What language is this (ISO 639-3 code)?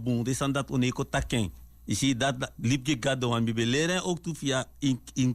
srn